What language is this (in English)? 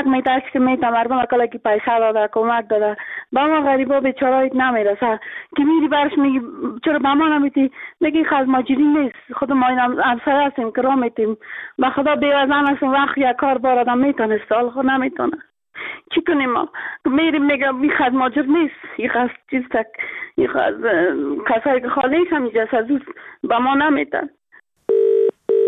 Persian